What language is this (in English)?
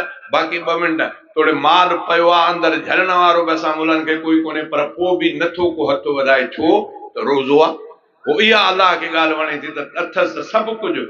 Sindhi